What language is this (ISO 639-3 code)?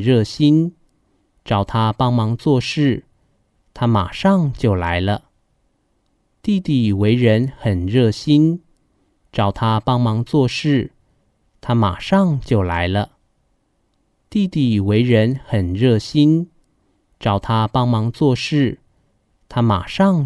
hak